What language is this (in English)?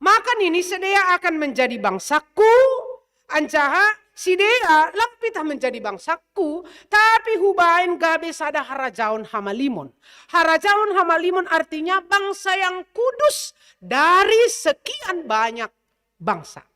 Batak Simalungun